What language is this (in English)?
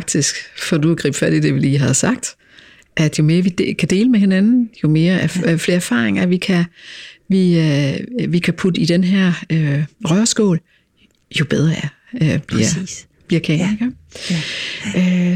Danish